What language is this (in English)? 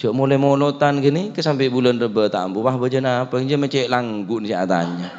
Madurese